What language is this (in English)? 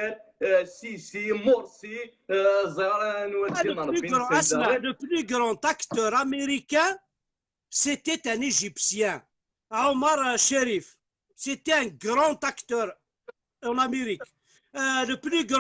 Kabyle